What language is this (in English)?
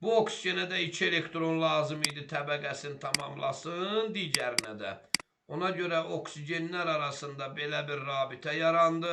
Azerbaijani